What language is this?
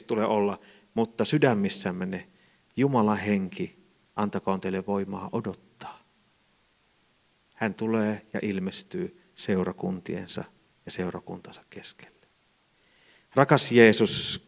Finnish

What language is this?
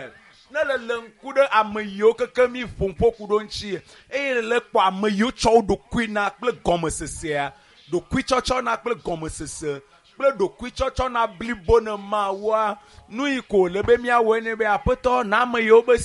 Ewe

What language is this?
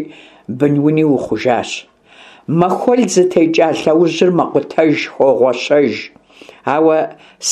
Kabardian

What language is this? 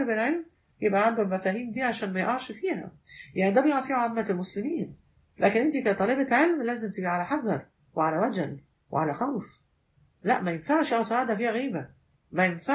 Egyptian Arabic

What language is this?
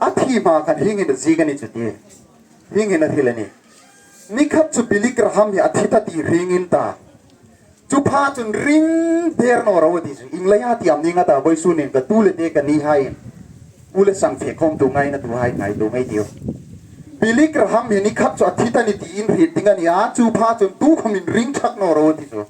Hmar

